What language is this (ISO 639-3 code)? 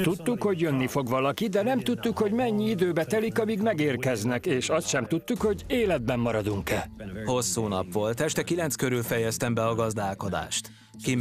hun